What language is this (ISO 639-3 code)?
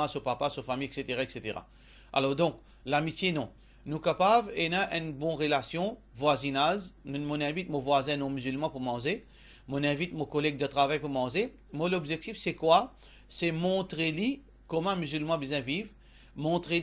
mfe